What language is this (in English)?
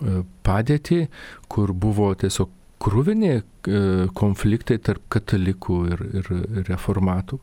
Lithuanian